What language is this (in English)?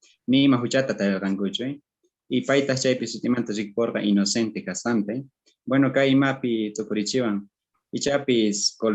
Quechua